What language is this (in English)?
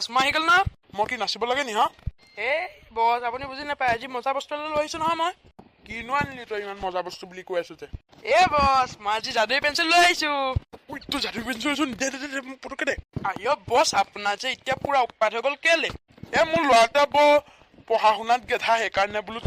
Assamese